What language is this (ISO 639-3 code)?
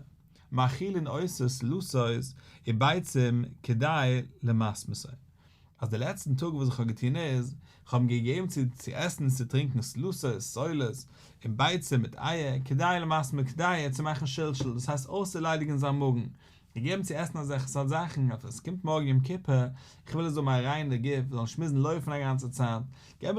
yid